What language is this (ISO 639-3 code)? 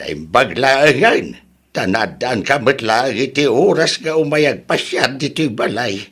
ilo